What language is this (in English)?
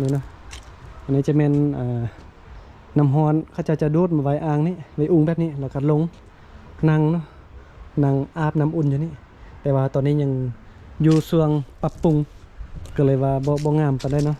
Lao